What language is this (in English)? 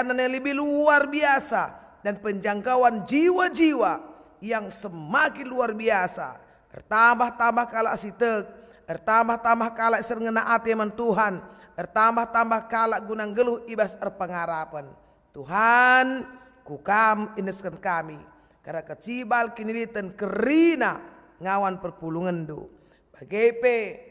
Batak Karo